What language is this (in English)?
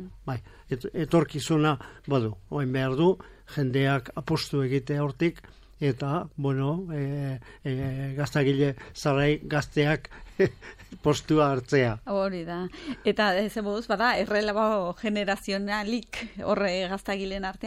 Basque